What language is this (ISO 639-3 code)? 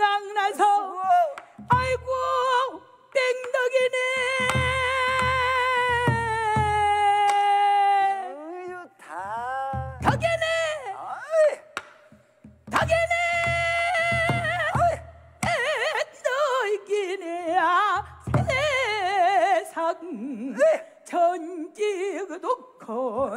kor